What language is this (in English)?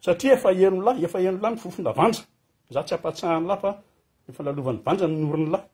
Malagasy